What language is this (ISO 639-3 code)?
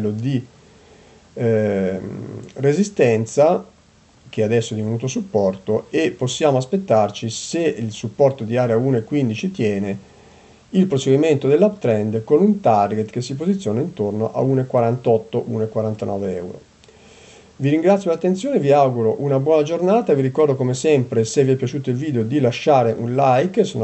ita